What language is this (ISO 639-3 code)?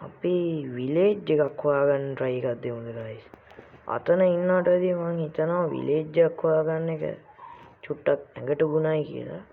sin